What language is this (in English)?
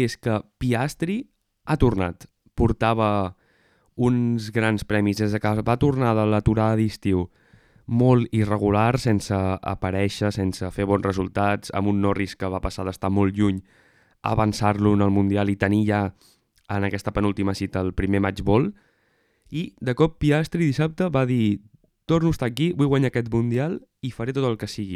Catalan